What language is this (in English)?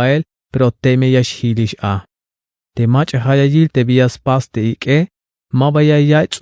Tzeltal